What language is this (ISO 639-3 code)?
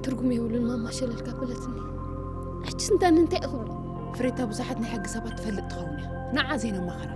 tir